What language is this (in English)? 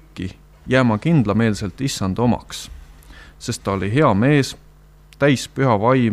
Estonian